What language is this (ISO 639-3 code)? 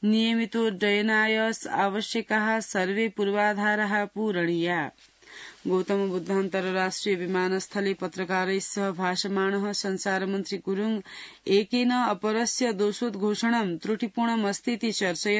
san